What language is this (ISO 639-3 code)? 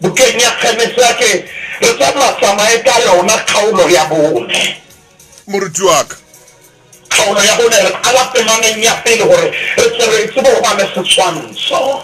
sot